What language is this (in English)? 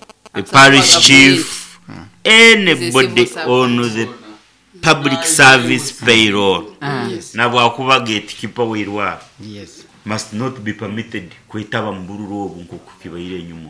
Nyoro